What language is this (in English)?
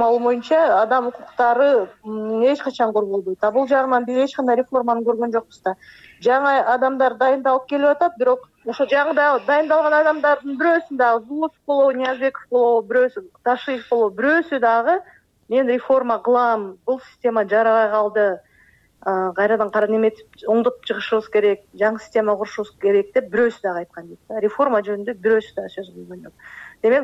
Kyrgyz